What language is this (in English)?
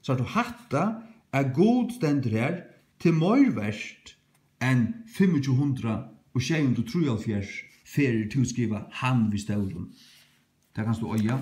Faroese